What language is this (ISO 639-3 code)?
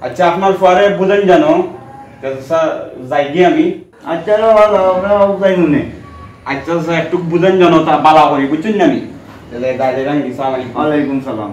syl